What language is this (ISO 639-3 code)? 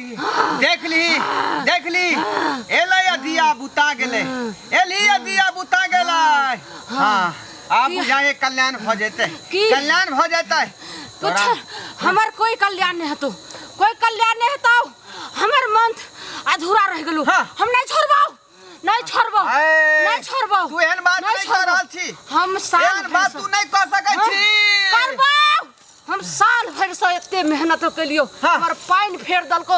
mai